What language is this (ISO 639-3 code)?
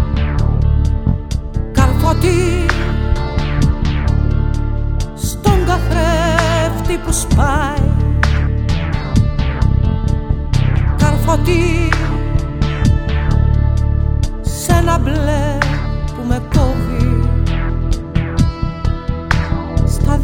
ell